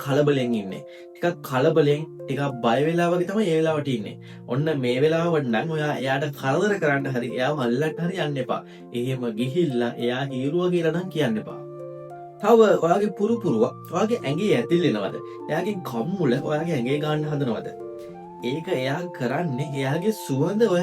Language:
Sinhala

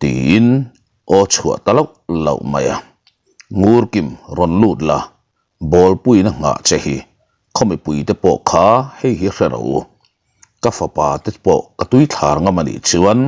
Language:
Mizo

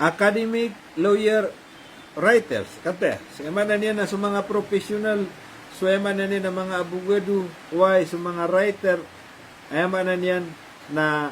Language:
Maranao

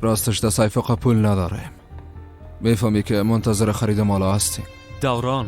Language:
Persian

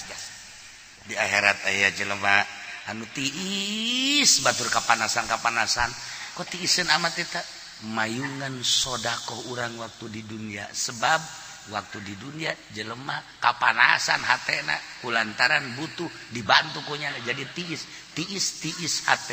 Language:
Sundanese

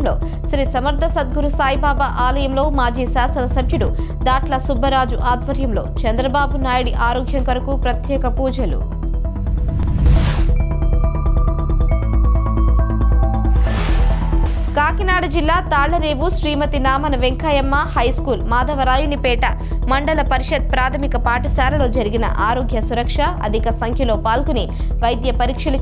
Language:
Telugu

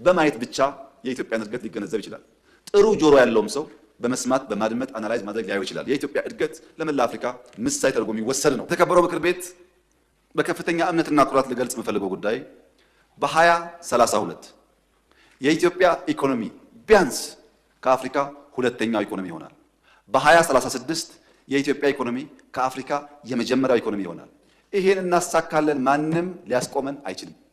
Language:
Amharic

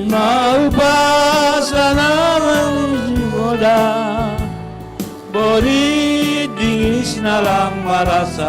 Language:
Batak Simalungun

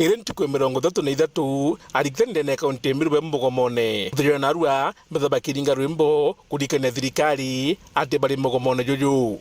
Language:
Meru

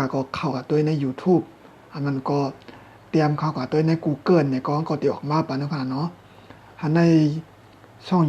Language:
Shan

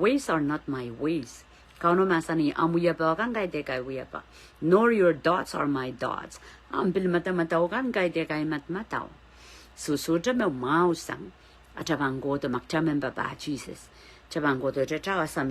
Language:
Pohnpeian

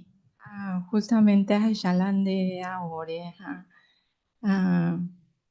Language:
Guarani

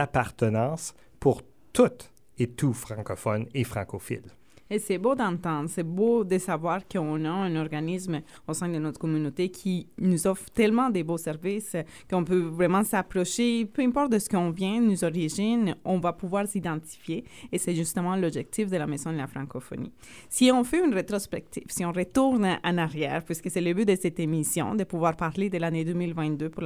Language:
French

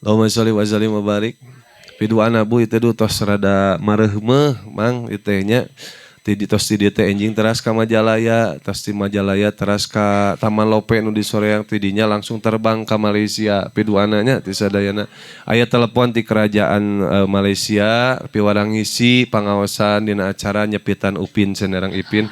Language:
Sundanese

